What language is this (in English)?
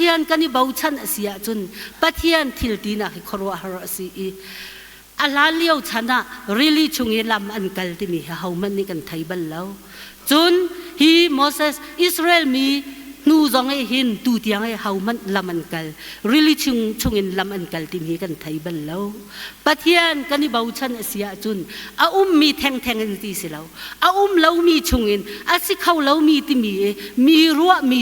Hakha Chin